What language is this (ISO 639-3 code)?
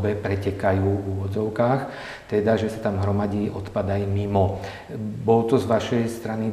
slk